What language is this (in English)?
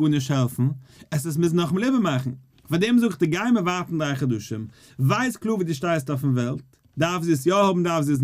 Yiddish